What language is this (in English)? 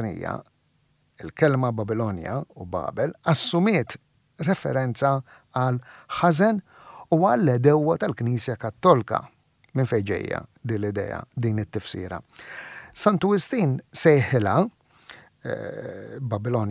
Maltese